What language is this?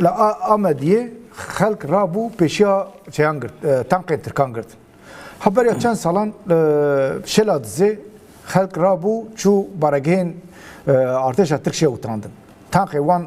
Kurdish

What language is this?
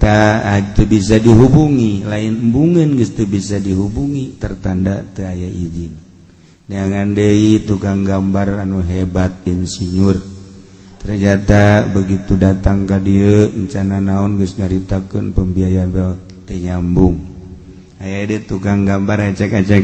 Sundanese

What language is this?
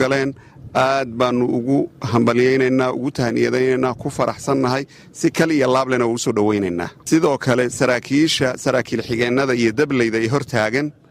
Somali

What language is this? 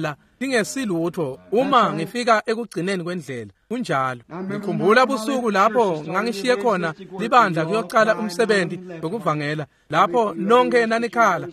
Swati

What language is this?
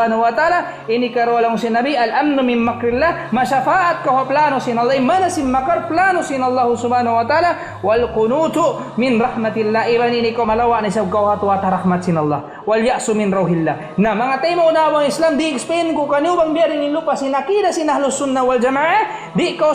Tausug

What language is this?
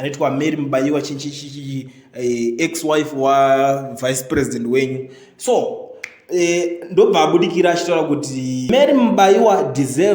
Shona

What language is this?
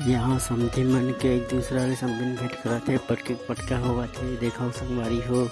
Chhattisgarhi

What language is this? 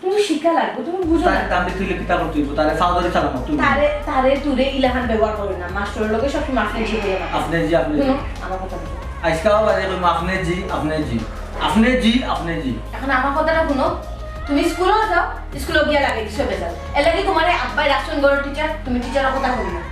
Sylheti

